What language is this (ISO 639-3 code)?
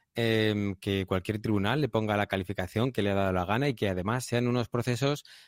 spa